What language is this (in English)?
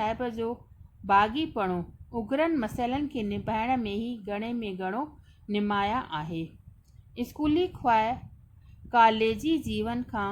Sindhi